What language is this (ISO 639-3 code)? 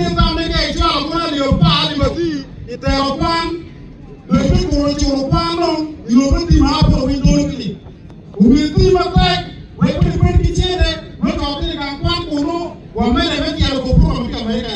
ach